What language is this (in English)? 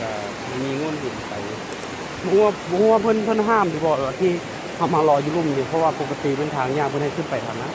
Lao